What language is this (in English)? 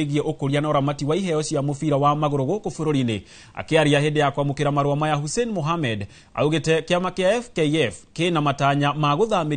Kikuyu